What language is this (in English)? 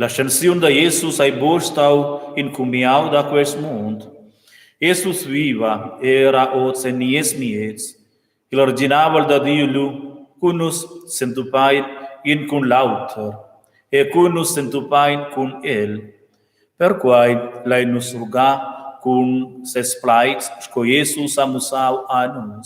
Romansh